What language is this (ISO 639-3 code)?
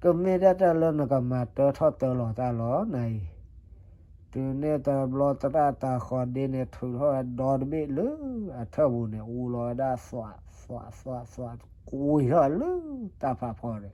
ksw